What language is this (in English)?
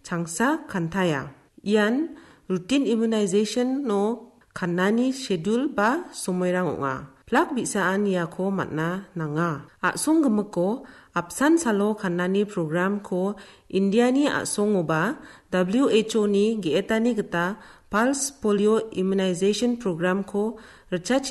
Garo